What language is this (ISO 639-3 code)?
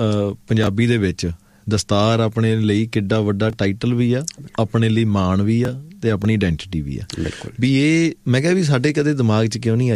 pan